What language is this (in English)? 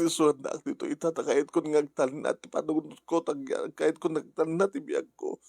Iloko